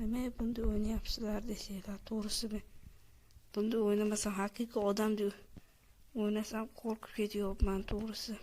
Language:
Uzbek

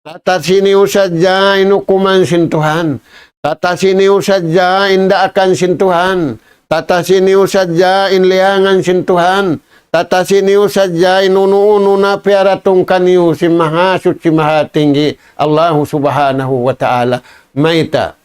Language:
Tausug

